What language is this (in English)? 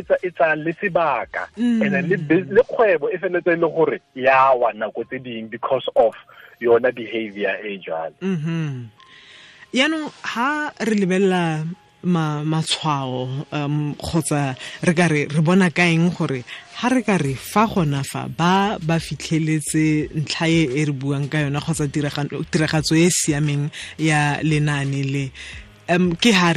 Tswana